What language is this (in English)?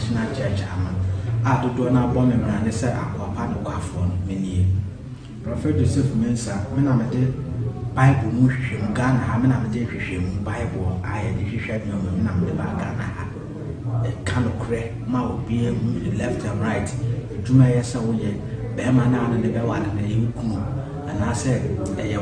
Akan